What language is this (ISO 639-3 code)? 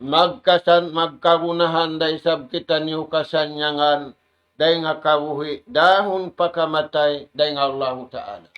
tsg